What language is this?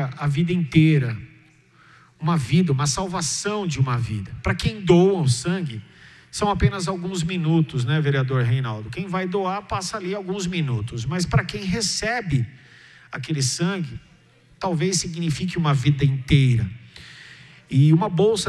Portuguese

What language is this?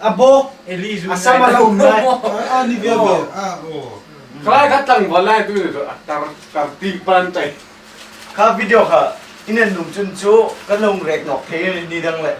Hmar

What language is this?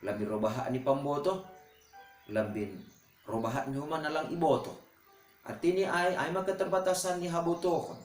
Batak Simalungun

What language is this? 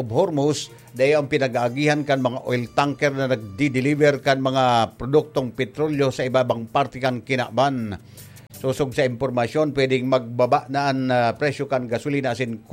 Bikol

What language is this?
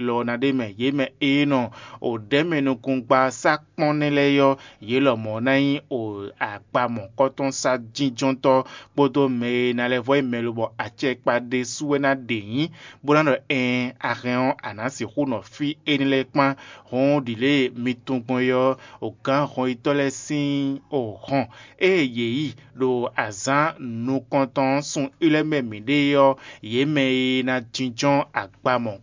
Fon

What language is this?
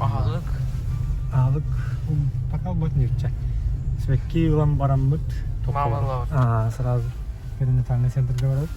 Yakut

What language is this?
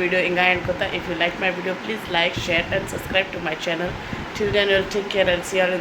Konkani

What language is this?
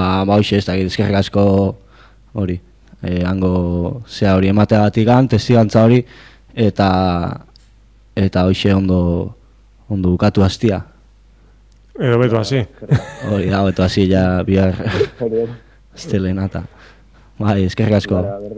Basque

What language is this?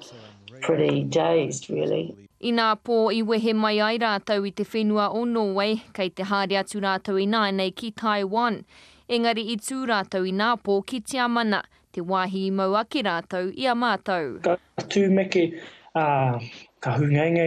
Māori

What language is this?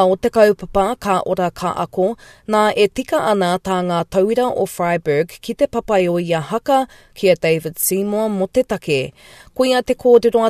Māori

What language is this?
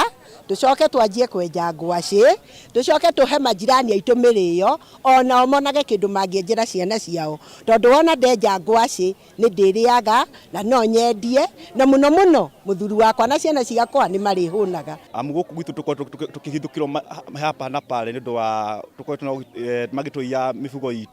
Kikuyu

